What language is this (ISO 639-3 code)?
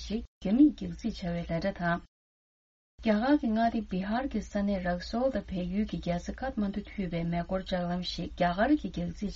bod